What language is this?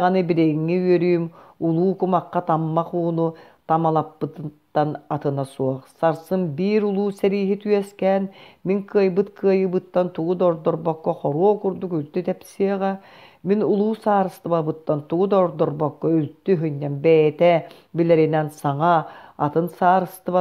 Yakut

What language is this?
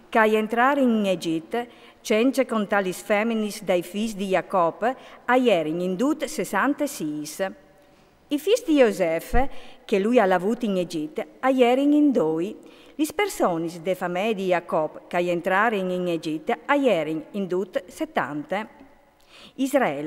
Friulian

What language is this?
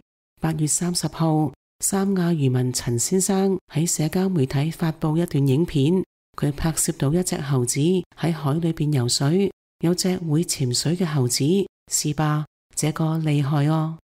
Cantonese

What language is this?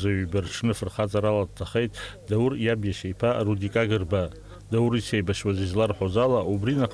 Abkhazian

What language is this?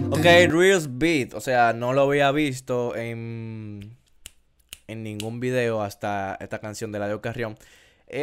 Spanish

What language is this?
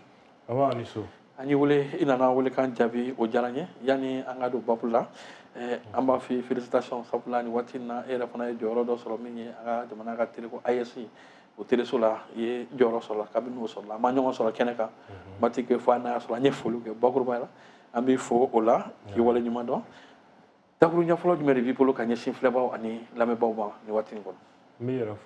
Bambara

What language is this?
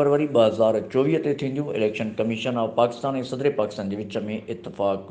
Sindhi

